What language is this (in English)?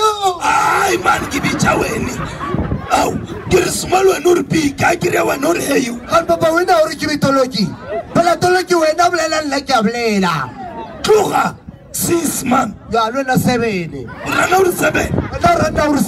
Northern Sotho